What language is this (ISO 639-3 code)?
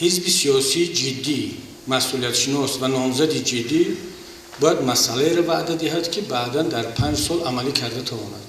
tgk